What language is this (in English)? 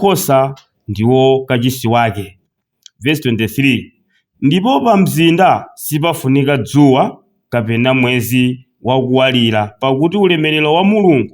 Nyanja